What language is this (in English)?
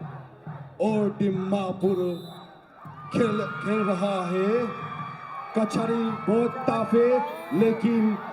Dimasa